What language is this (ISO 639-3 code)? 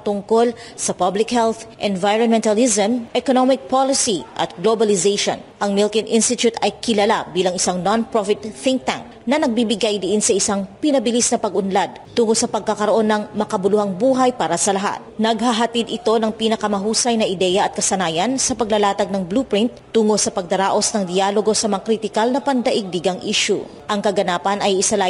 fil